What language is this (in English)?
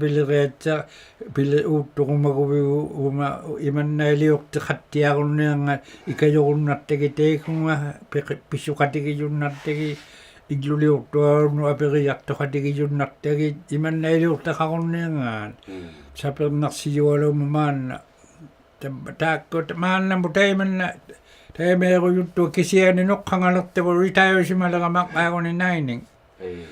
Inuktitut